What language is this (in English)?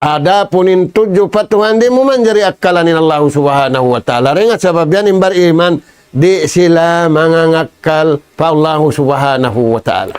Tausug